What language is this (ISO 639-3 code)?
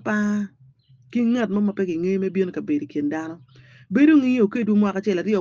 ach